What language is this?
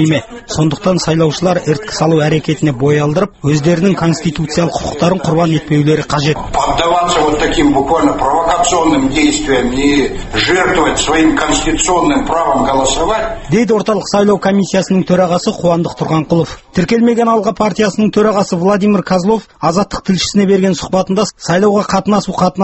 Kazakh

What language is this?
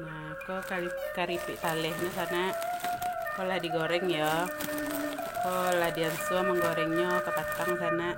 Minangkabau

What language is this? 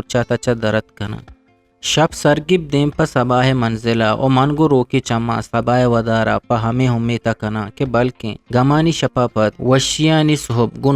Eastern Balochi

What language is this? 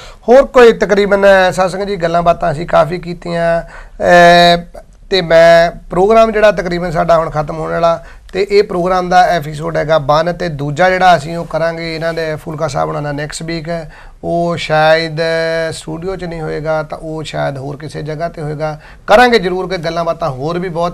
Punjabi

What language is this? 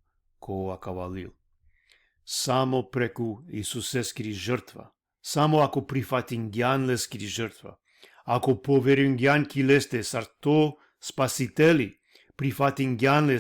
Balkan Romani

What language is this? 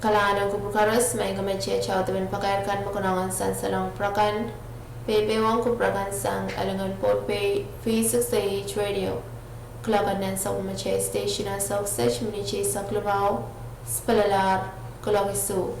Pohnpeian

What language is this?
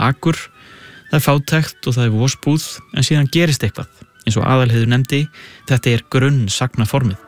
Icelandic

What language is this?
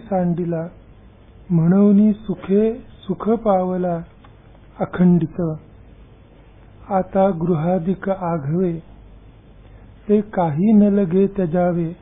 Marathi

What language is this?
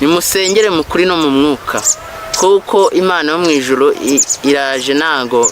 Kinyarwanda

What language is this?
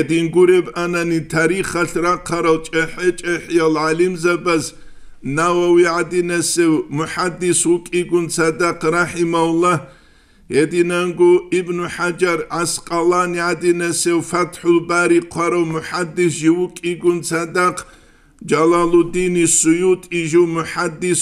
Avaric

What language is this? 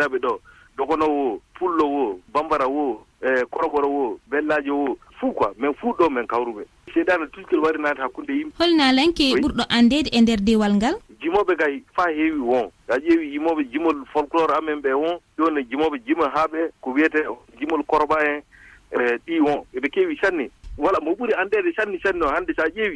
Fula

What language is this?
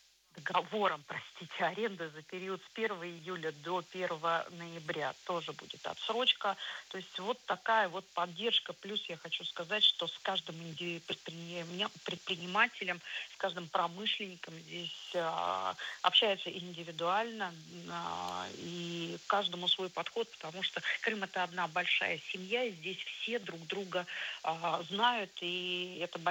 Russian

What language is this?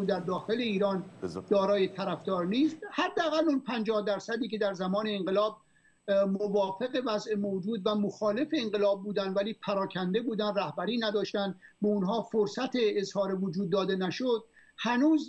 Persian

